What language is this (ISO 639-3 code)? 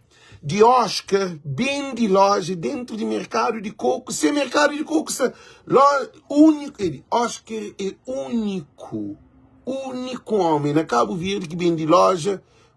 kea